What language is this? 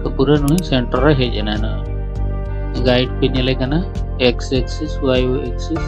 Santali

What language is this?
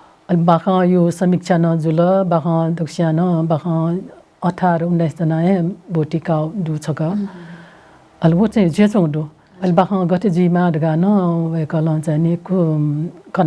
Newari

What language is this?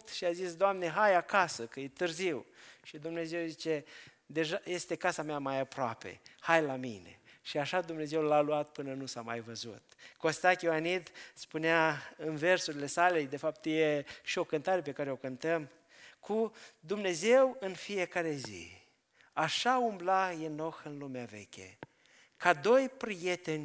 Romanian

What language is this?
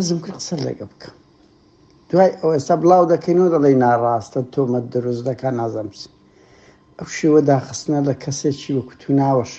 Central Kurdish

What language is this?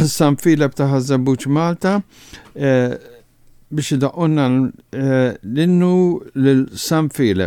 Maltese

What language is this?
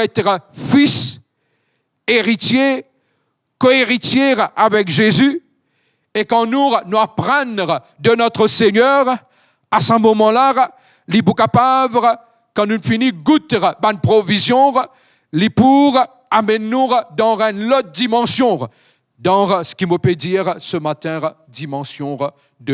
Morisyen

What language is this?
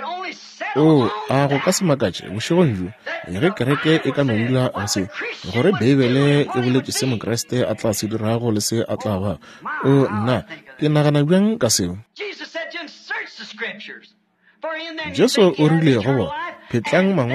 Northern Sotho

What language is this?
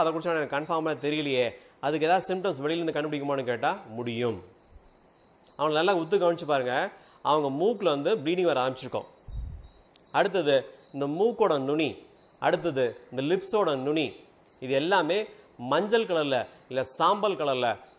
Tamil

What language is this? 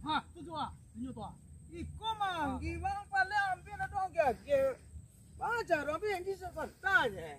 Minangkabau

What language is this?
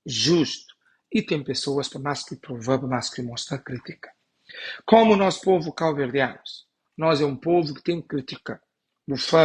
Kabuverdianu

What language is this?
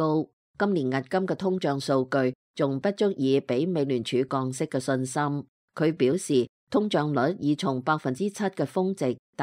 Cantonese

